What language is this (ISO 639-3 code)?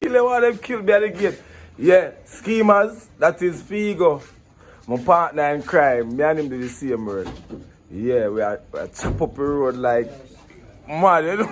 jam